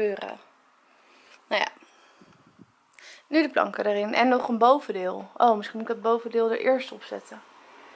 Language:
Dutch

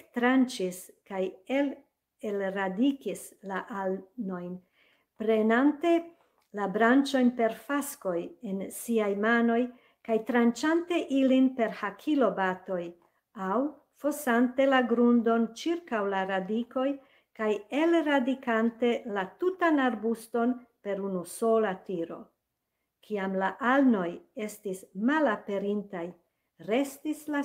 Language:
Esperanto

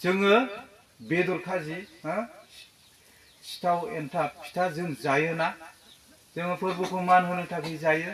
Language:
Bodo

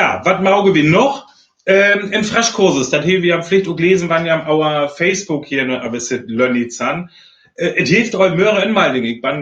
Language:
Northern Frisian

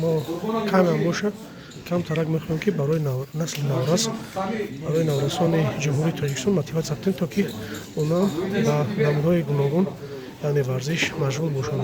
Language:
Tajik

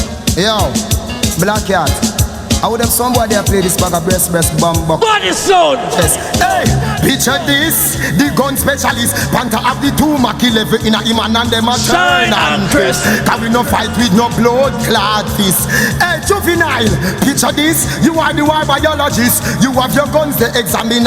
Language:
Jamaican Creole English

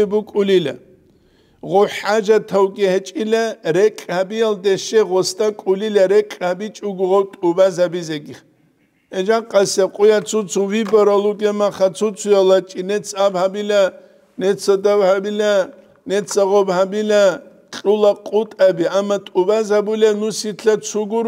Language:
Avaric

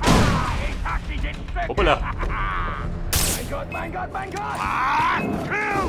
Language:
Bavarian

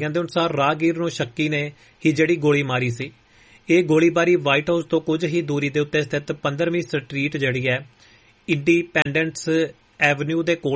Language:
Punjabi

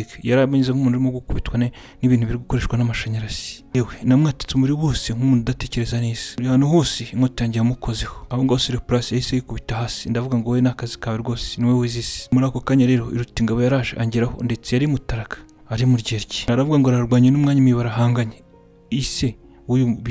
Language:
Kinyarwanda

